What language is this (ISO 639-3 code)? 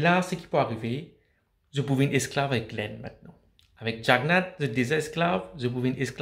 mfe